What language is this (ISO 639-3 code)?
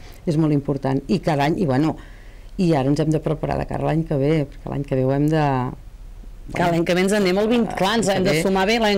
cat